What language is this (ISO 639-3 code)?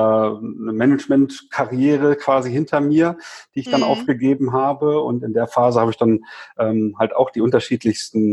deu